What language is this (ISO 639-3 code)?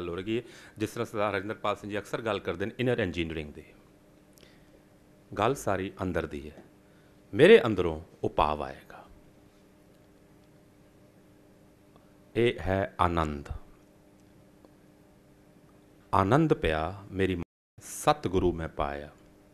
pan